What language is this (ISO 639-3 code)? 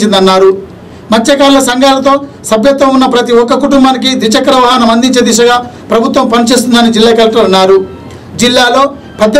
tel